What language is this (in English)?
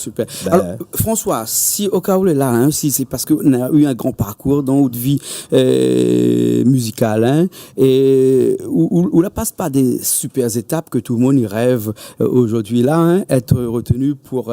Réunion Creole French